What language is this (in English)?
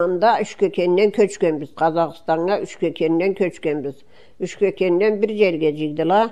Karachay-Balkar